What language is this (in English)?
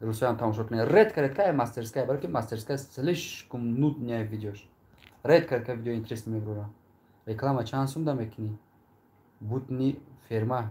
Tajik